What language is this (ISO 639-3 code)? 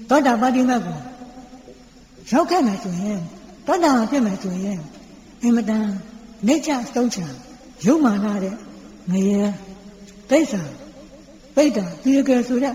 mya